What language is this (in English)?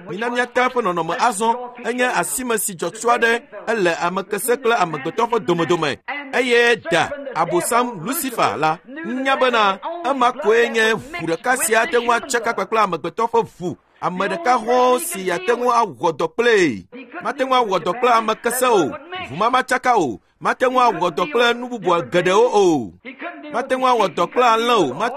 Ewe